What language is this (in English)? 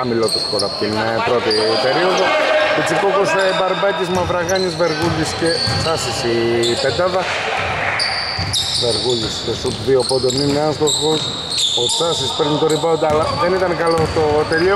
Greek